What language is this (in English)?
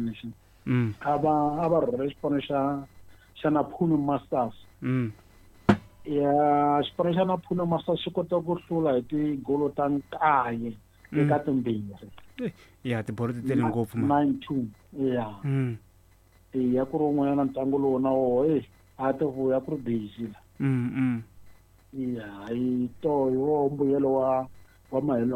Tsonga